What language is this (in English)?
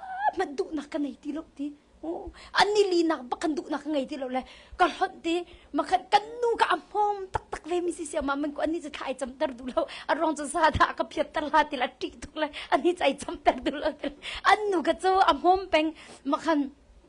Hakha Chin